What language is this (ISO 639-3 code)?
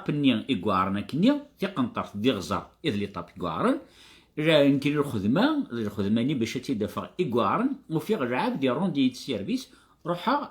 kab